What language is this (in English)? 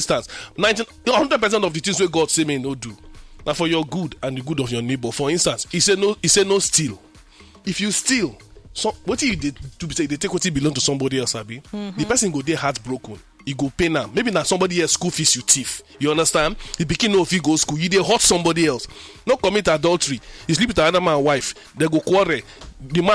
Nigerian Pidgin